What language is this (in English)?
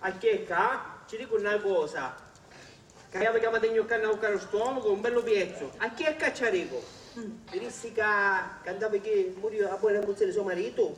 Sicilian